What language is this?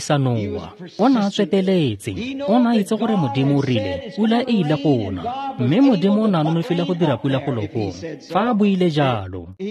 Tswana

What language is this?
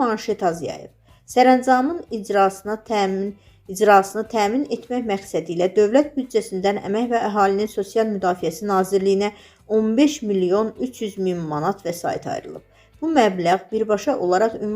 Azerbaijani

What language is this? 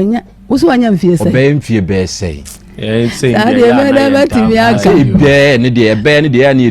Akan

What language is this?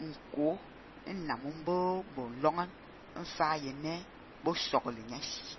Fang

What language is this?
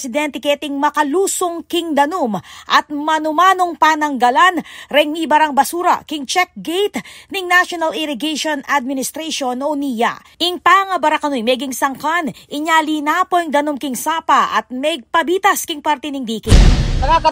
Pampanga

